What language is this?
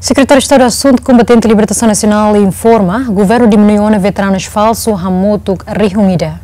Tetum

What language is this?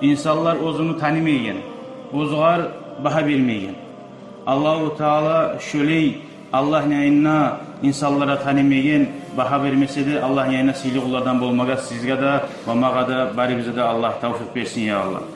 Kumyk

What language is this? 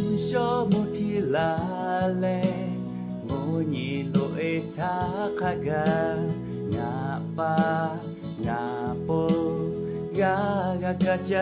Lahu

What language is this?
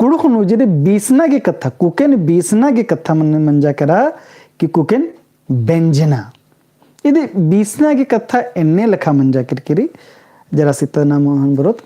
Kurukh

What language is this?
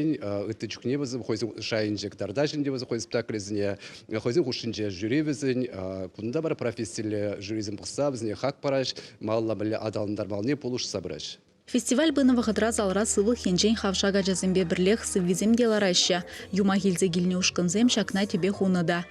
Chuvash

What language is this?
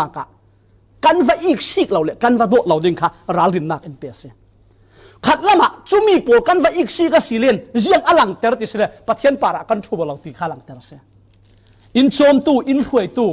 Falam Chin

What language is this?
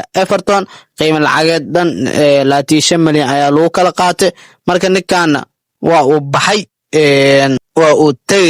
Somali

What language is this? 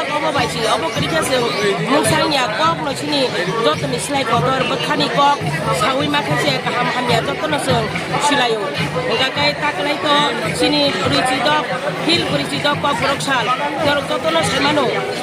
Kok Borok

